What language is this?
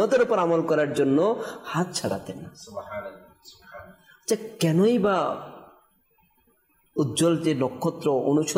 Bangla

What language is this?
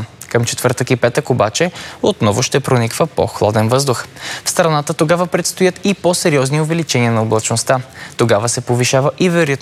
Bulgarian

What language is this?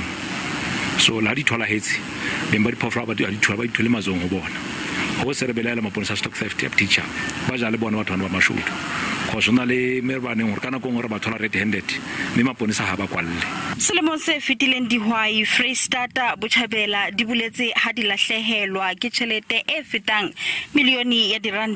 Southern Sotho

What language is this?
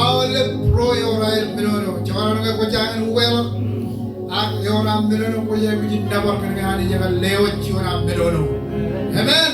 Marshallese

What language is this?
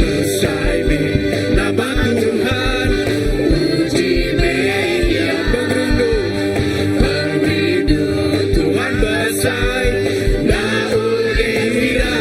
Iban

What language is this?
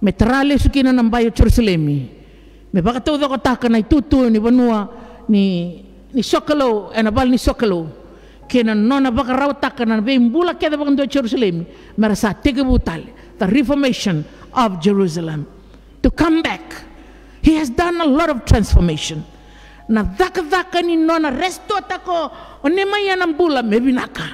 Fijian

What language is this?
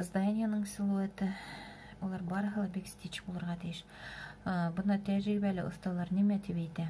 Bashkir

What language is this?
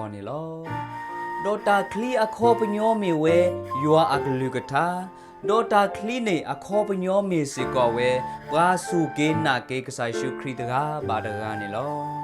S'gaw Karen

